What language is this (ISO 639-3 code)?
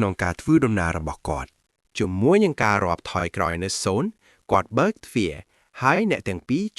khm